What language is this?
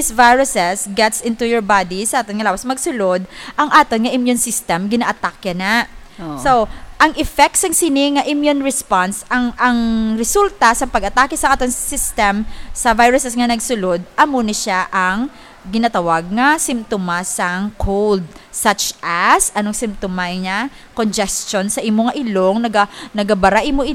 Hiligaynon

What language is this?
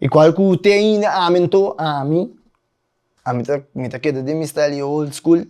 Papiamento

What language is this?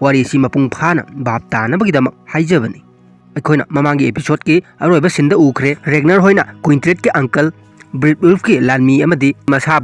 Manipuri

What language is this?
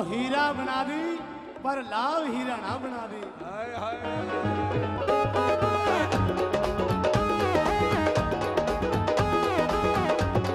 Punjabi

